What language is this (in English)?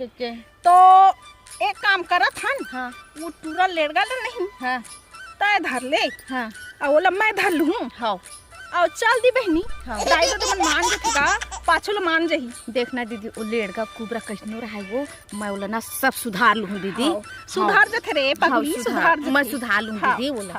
Chhattisgarhi